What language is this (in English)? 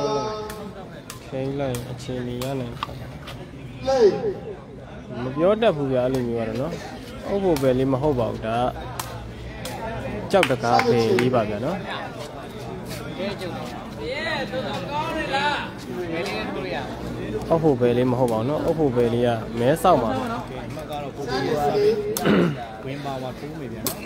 Burmese